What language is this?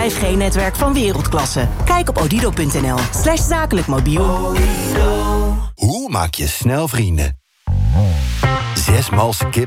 Dutch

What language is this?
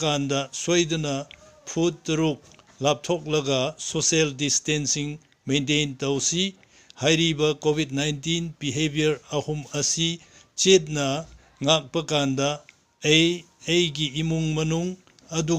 Manipuri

